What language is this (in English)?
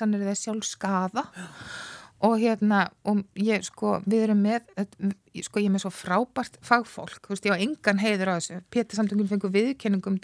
Icelandic